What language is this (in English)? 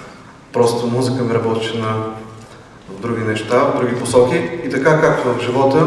Bulgarian